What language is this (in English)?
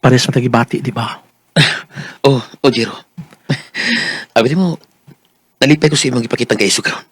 Cebuano